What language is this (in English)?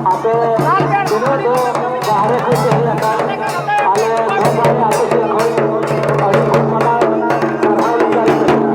Santali